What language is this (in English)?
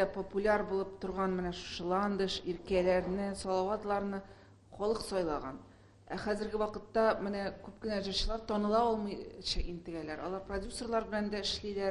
Tatar